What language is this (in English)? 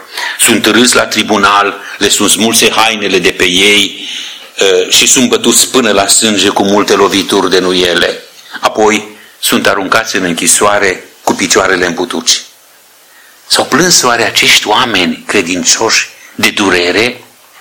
Romanian